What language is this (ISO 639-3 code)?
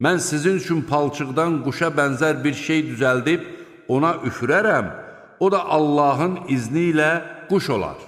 aze